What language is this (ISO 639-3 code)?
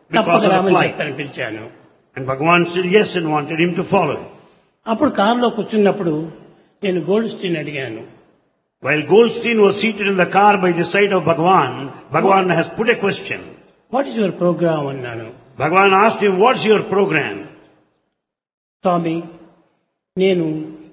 tel